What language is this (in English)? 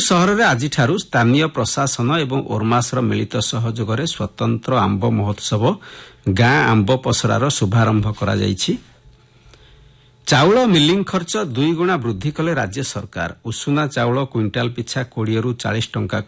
Odia